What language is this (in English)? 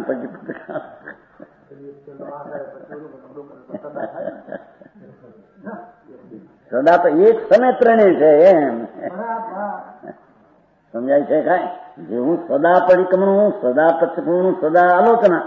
Gujarati